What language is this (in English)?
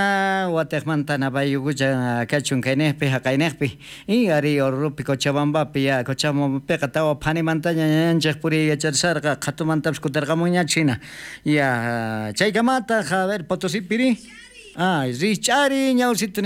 South Bolivian Quechua